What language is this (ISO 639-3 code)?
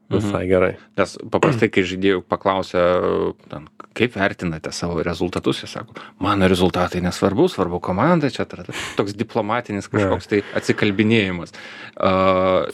lit